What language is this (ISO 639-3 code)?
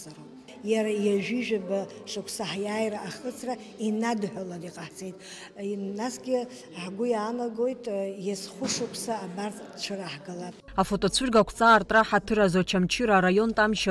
abk